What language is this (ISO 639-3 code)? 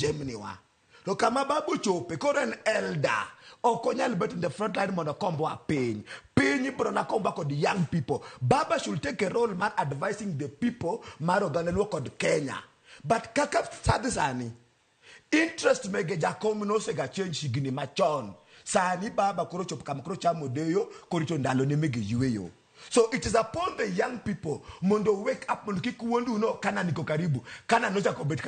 luo